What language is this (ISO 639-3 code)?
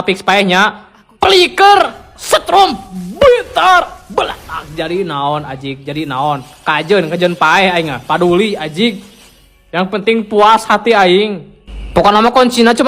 sun